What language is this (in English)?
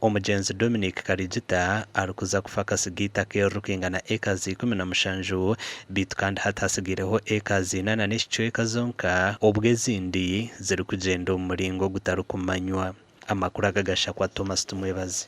Nyankole